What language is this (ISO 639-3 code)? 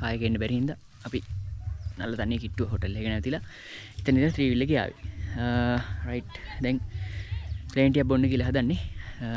sin